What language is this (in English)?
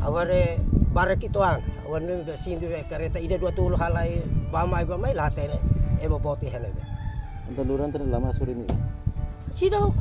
Tetum